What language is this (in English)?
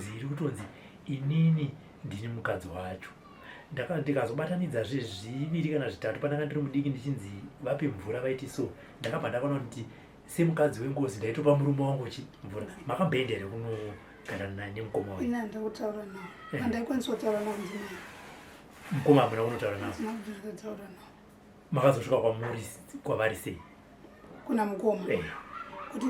Shona